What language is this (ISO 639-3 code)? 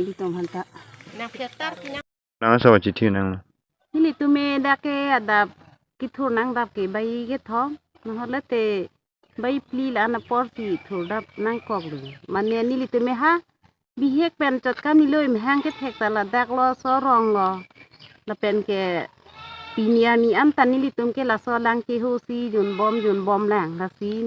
mjw